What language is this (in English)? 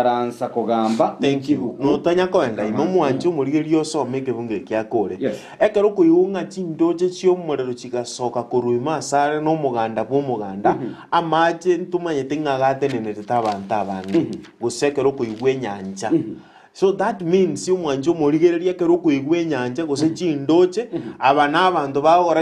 Gusii